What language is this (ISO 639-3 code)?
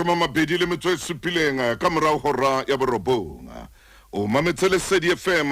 sot